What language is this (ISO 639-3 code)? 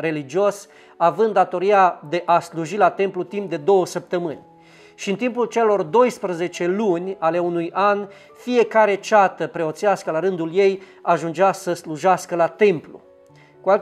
ron